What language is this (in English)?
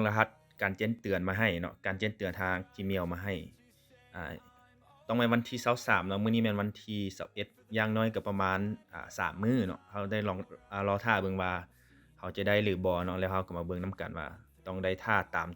Lao